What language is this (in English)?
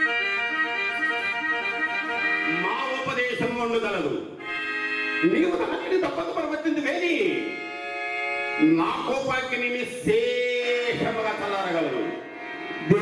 Telugu